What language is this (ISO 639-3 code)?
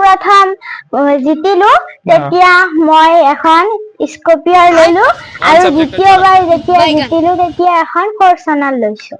asm